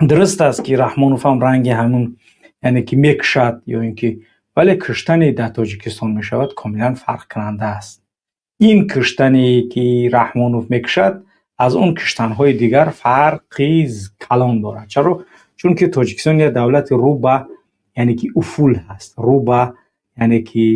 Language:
Tajik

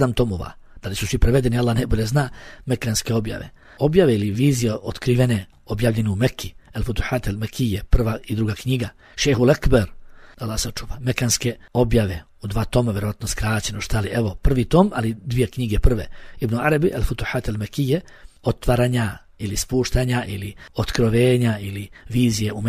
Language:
Bosnian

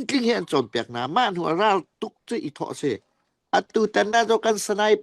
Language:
Falam Chin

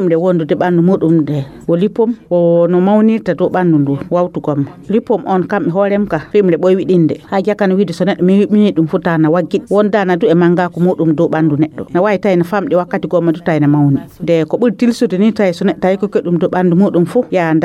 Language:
Nigerian Fulfulde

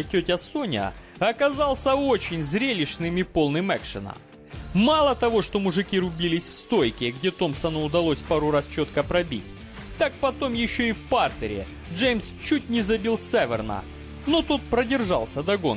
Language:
Russian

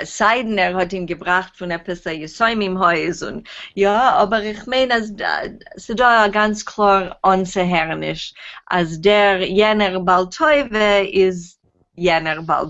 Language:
Yiddish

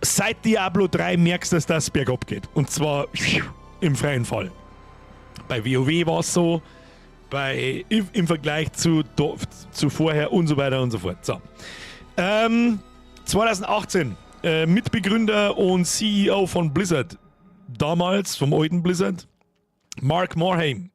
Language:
Bavarian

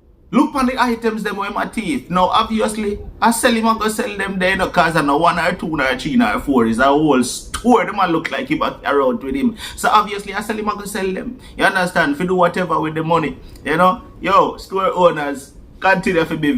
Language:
Jamaican Creole English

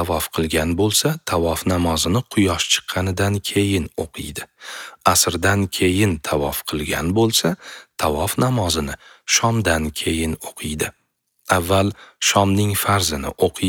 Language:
Uzbek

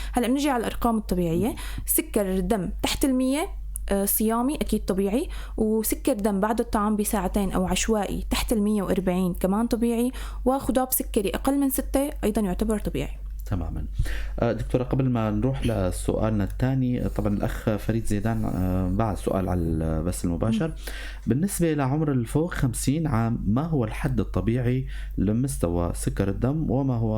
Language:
North Levantine Arabic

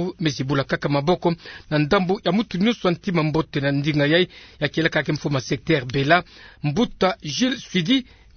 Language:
Kituba (Democratic Republic of Congo)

